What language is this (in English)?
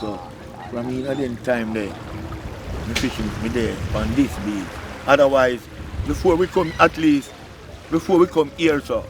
Jamaican Creole English